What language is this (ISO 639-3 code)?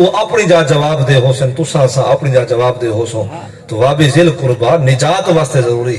skr